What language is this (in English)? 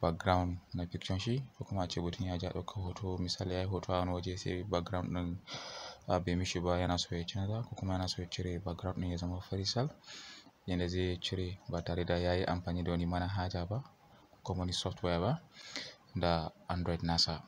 Hausa